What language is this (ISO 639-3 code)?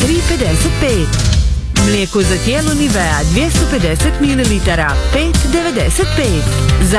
hrv